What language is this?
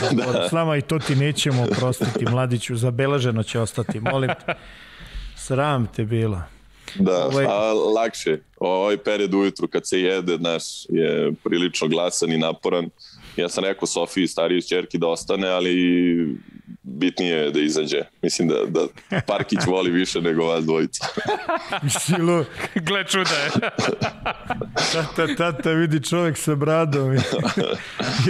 Serbian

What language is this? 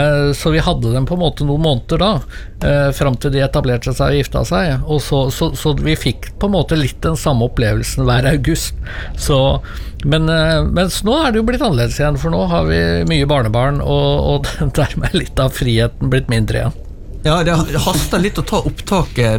Norwegian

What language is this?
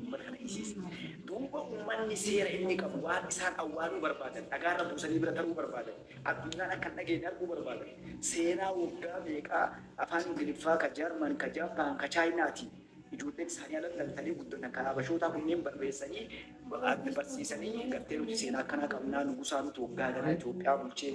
Oromo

